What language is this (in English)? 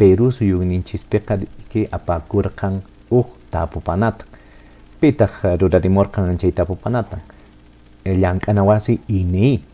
Quechua